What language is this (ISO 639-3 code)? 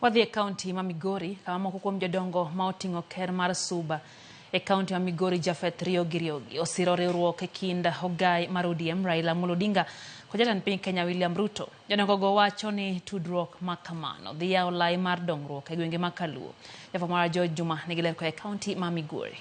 luo